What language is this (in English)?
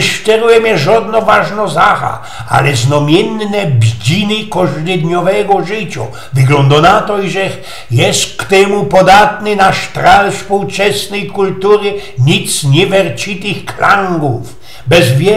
Silesian